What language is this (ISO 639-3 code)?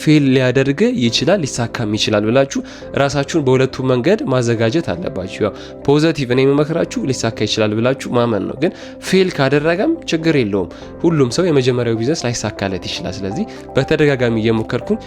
amh